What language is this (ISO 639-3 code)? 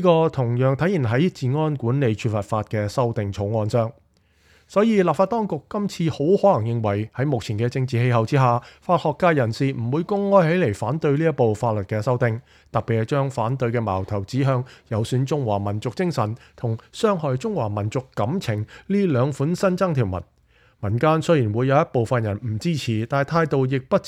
yue